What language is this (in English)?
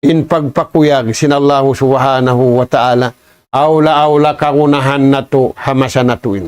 Tausug